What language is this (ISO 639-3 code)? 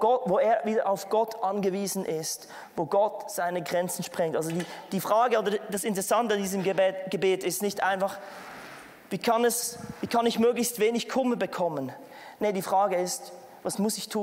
gsw